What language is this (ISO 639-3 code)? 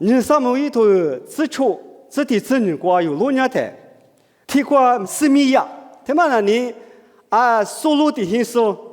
lis